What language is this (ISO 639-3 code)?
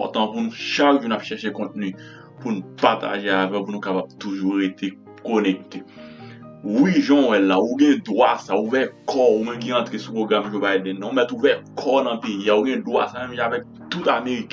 hat